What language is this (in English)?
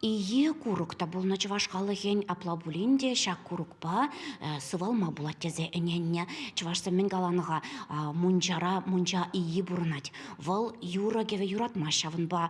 Chuvash